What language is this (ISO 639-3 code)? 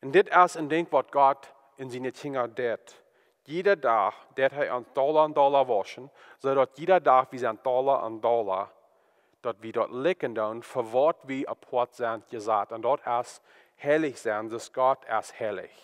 pdt